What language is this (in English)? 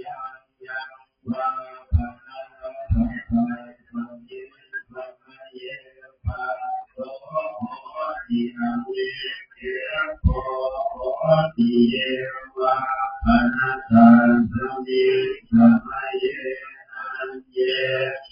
Pali